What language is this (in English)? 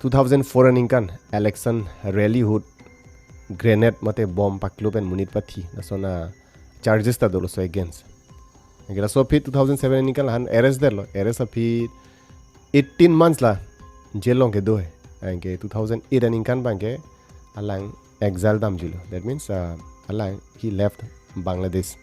Karbi